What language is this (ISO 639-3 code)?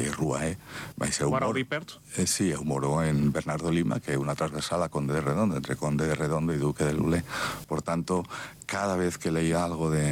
glg